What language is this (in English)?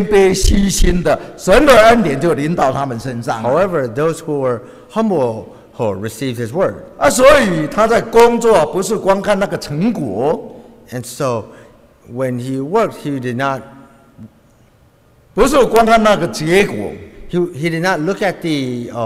Chinese